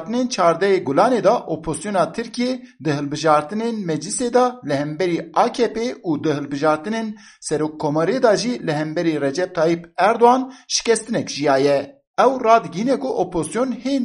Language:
Kurdish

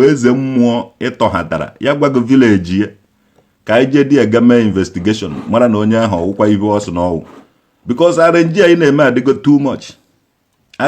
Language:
Igbo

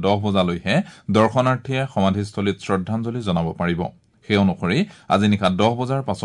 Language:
Assamese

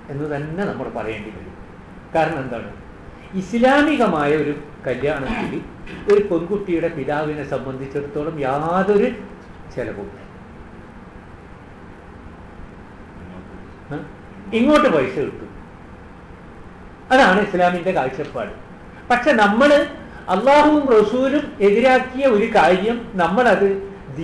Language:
Malayalam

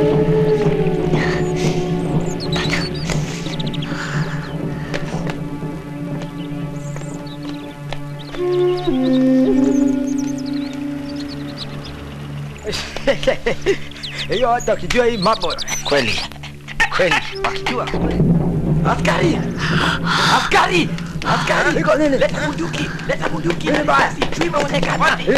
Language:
Marathi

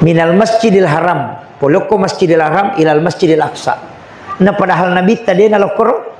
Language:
Buginese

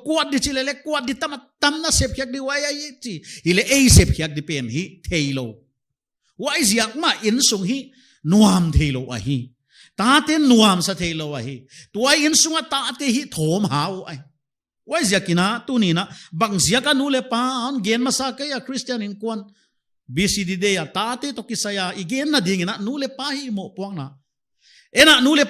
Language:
Paite Chin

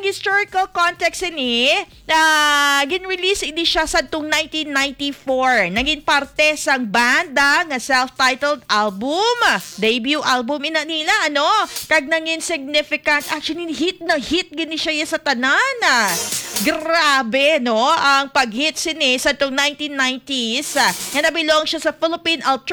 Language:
Hiligaynon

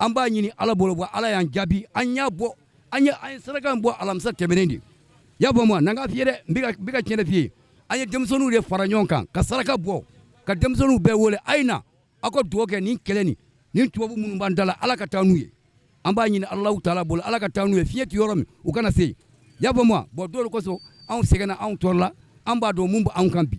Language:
Bambara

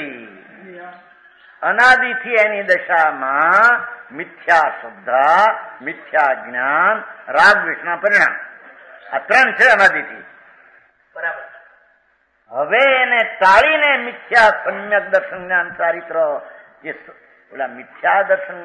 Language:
Gujarati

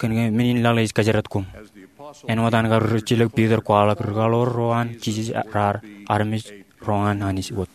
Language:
Marshallese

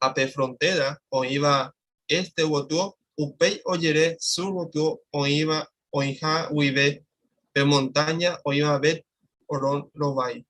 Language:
Guarani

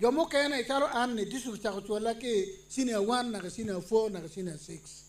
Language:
Acoli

